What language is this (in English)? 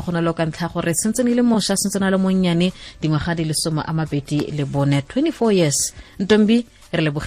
Tswana